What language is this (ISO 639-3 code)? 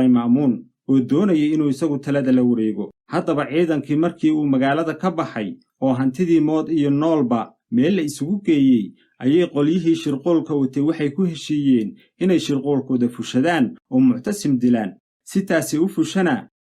som